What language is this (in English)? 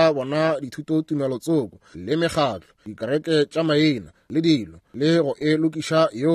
Northern Sotho